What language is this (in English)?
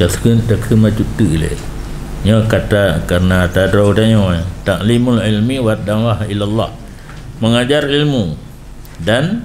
Achinese